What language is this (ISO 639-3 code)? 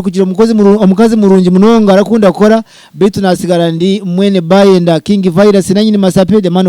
nyn